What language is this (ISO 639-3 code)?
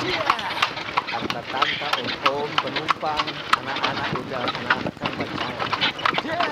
xmm